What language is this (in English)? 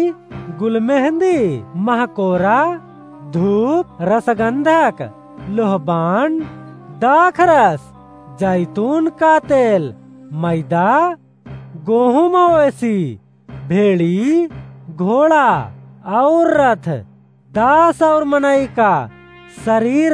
Awadhi